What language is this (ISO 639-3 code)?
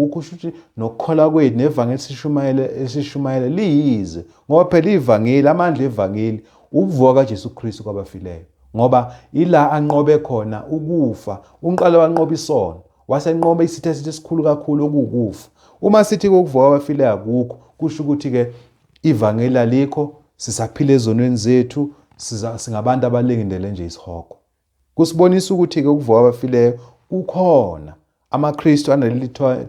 zul